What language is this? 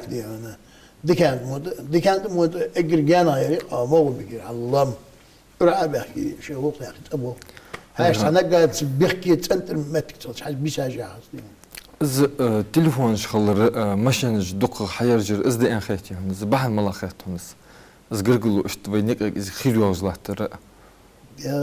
Ingush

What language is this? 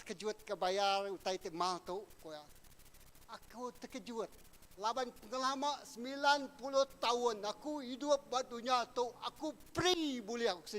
Iban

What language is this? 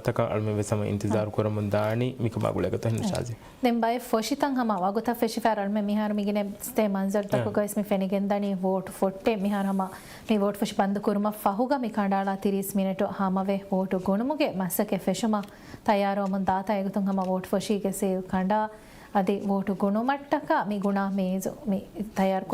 Divehi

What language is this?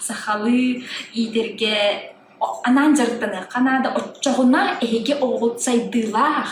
Yakut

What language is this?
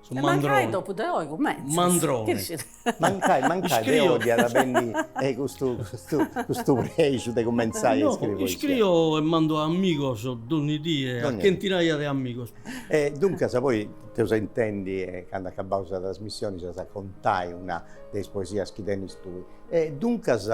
Sardinian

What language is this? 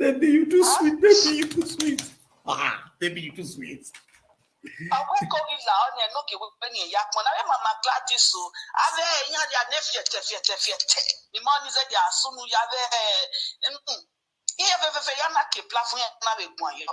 Nigerian Pidgin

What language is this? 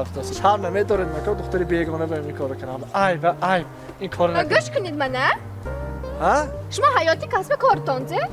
Tajik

